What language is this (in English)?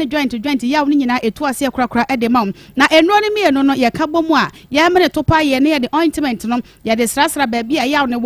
Akan